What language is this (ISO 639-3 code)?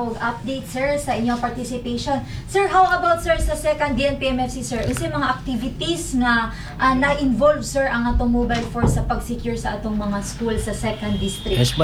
ceb